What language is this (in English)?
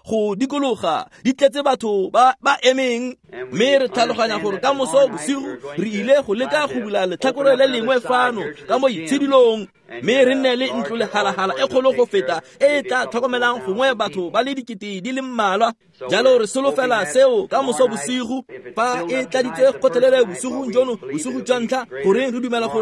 Tswana